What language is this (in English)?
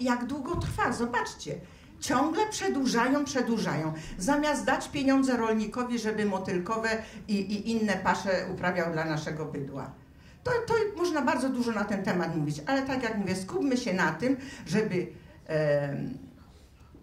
Polish